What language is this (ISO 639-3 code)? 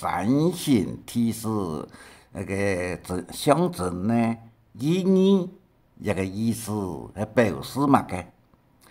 hak